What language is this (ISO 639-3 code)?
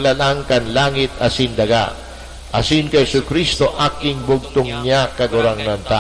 bik